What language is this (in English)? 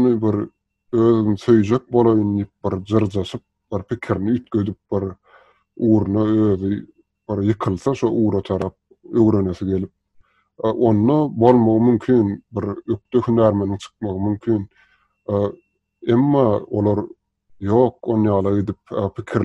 Turkmen